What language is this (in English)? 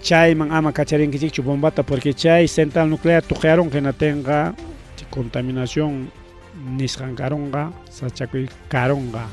Ayacucho Quechua